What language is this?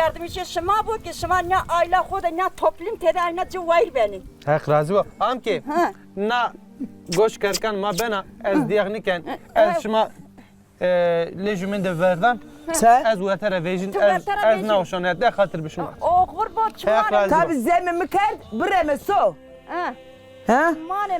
Zaza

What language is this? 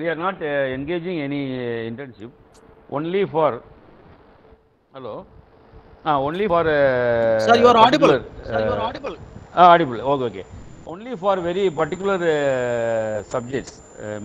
English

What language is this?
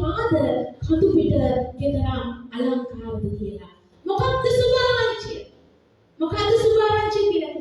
Sinhala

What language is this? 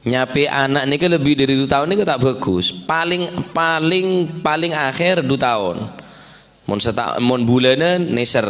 Madurese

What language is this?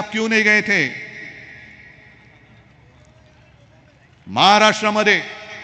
Marathi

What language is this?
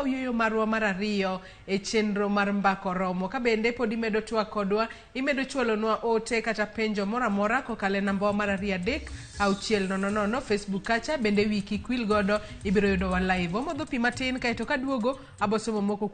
Luo (Kenya and Tanzania)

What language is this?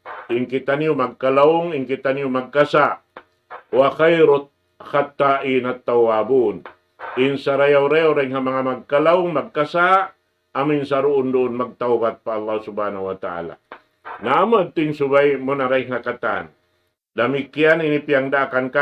Tausug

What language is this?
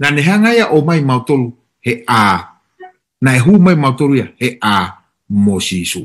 Tongan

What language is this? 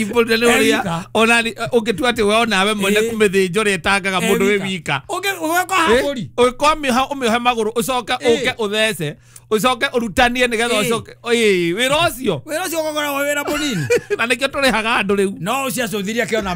Kikuyu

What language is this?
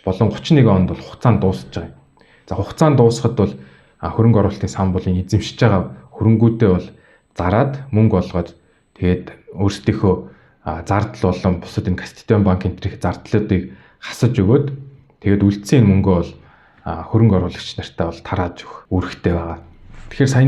Mongolian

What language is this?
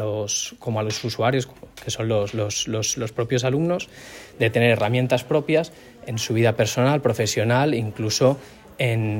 Spanish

